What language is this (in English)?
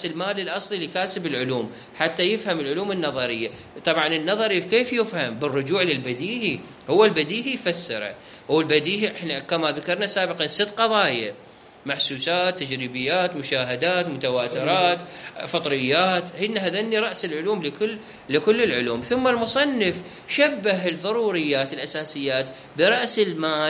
Mesopotamian Arabic